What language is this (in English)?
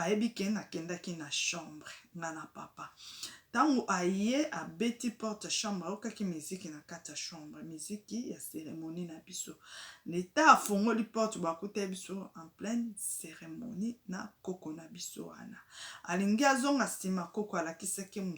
Lingala